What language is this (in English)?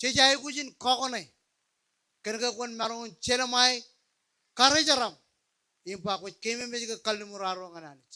Marshallese